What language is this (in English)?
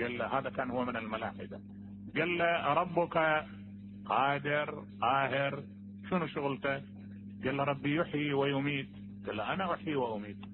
Mesopotamian Arabic